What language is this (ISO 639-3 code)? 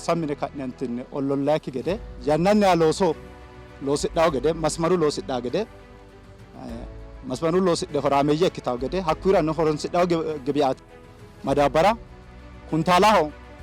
sid